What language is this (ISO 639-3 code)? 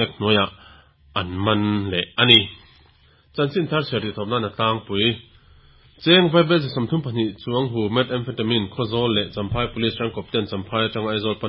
lus